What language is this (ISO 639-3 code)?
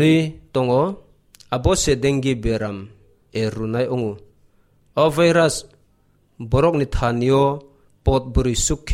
trp